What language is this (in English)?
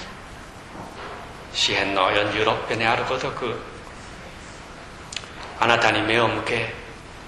Japanese